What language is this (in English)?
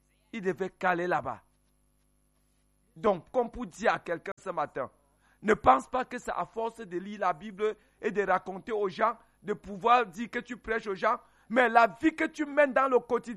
French